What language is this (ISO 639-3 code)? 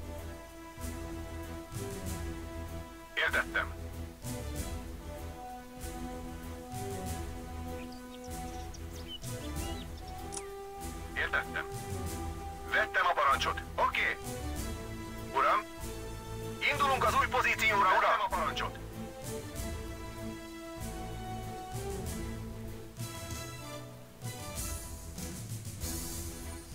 hun